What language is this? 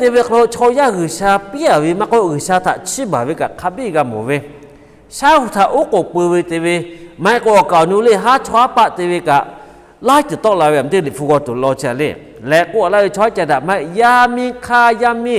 Lahu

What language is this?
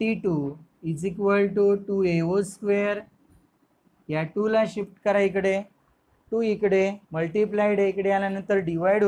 Marathi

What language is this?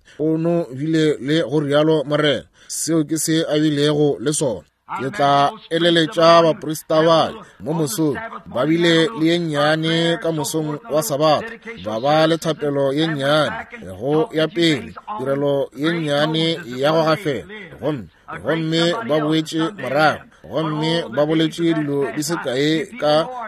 Northern Sotho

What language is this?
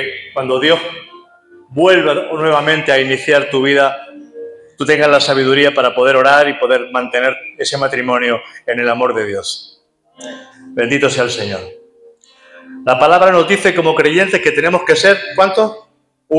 Spanish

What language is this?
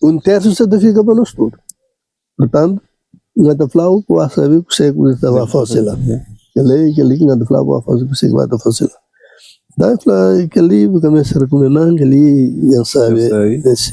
Kabuverdianu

